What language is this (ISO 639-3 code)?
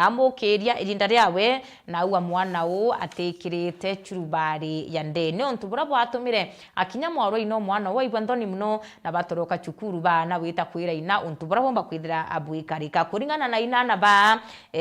mer